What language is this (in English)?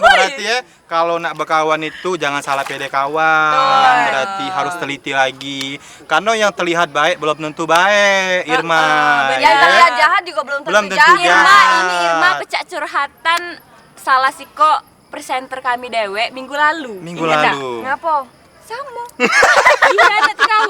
Musi